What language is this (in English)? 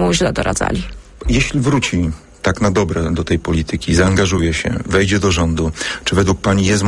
Polish